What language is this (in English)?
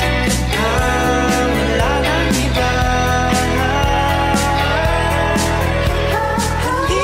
Filipino